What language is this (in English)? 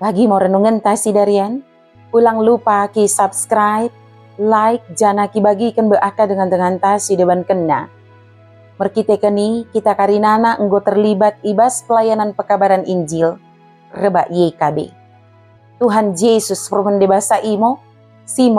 Batak Dairi